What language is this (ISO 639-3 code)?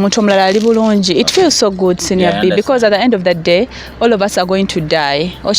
lug